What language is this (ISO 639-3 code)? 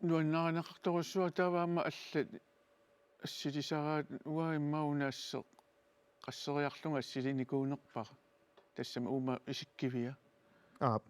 kal